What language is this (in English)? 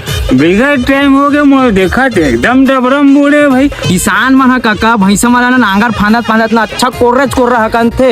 Chhattisgarhi